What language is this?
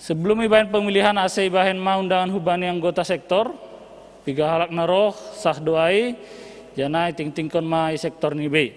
Batak Simalungun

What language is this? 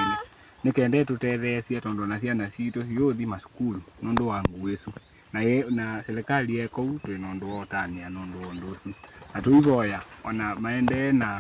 Kamba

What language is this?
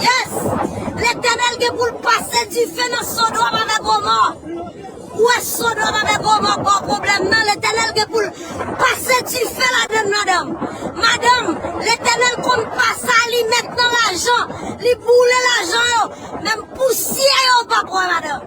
Haitian Creole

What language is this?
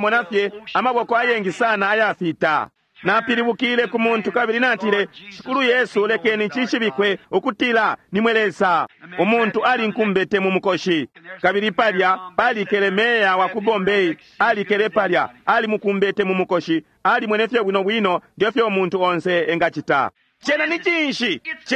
Bemba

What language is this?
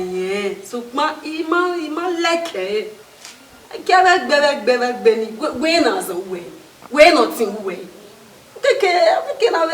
Bini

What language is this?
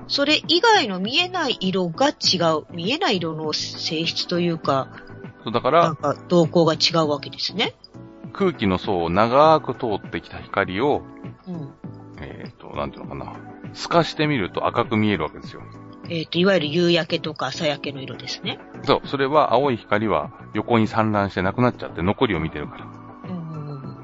Japanese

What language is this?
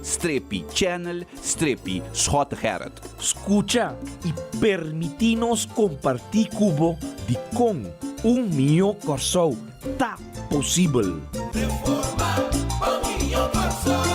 Papiamento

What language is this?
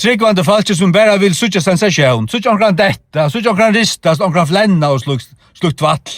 Faroese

